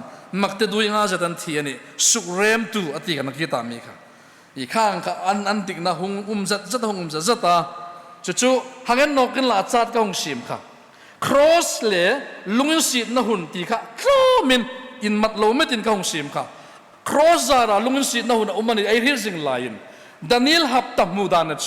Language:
Hmar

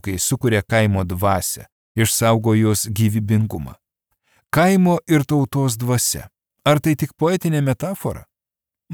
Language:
Lithuanian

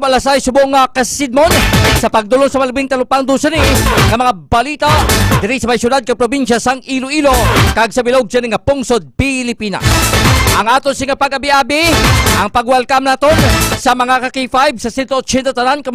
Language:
Hiligaynon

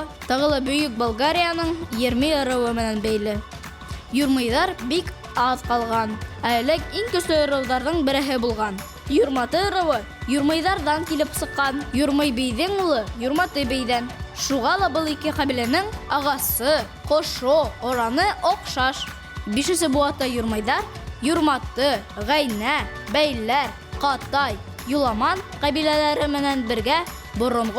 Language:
Bashkir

